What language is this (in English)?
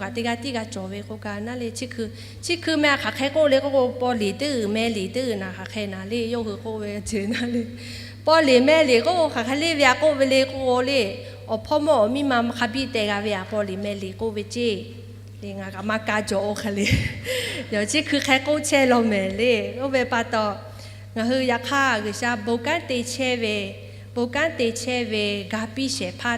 Lahu